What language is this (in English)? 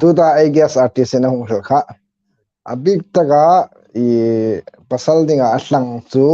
Hmar